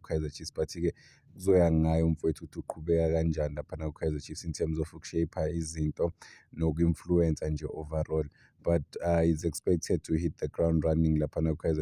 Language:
Zulu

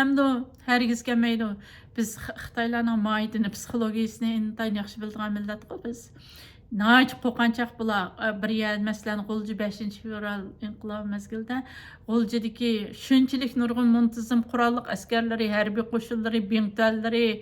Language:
Uyghur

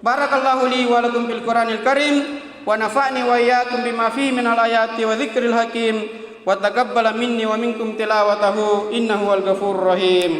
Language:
Makasar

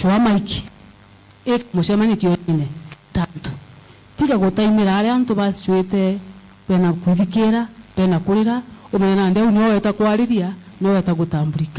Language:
Meru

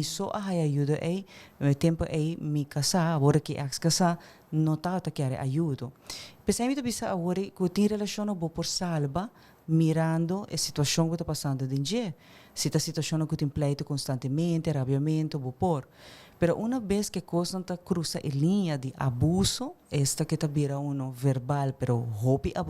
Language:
Papiamento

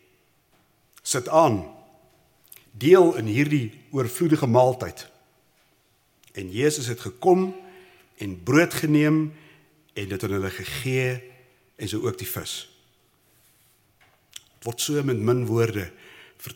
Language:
Afrikaans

